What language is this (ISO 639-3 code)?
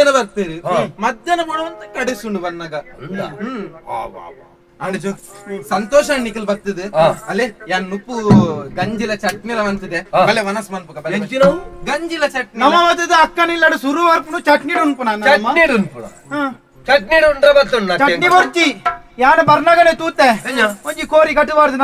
tcy